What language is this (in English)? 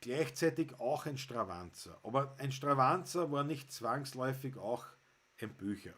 Bavarian